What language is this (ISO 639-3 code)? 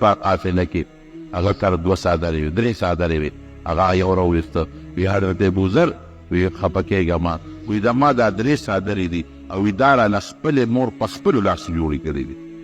pus